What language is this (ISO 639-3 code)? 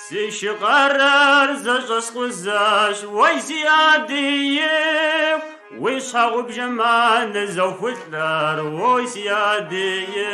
kbd